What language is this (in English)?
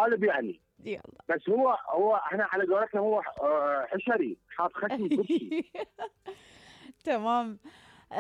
Mesopotamian Arabic